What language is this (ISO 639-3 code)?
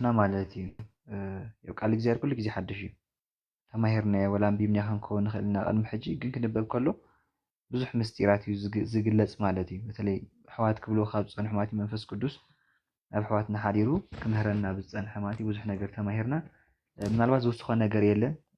tir